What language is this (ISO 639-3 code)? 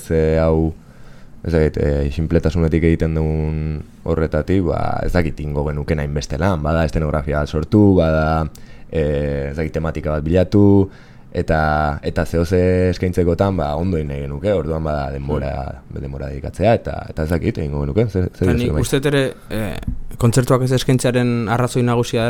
eus